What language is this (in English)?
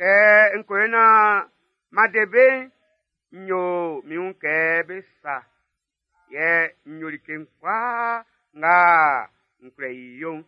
Baoulé